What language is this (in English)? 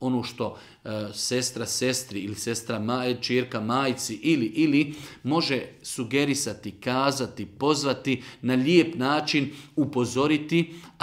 Bosnian